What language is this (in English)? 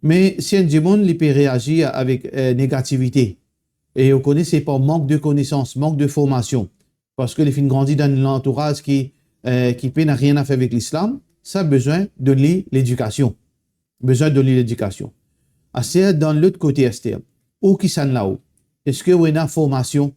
Morisyen